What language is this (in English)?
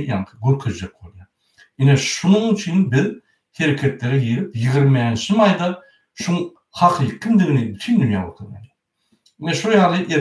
Turkmen